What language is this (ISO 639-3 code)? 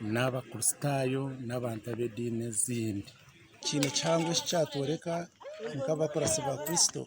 nyn